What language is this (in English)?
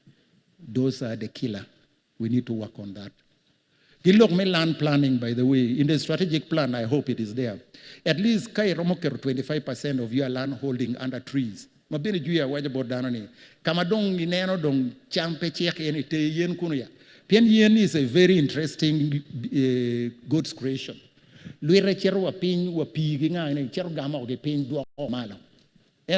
Acoli